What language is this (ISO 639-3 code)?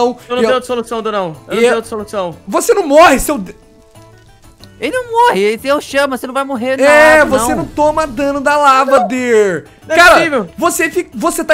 por